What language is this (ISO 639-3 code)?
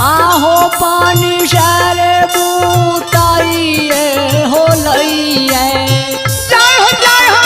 mai